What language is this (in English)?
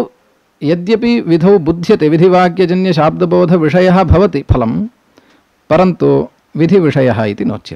Sanskrit